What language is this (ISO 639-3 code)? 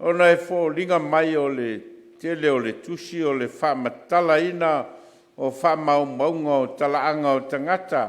smo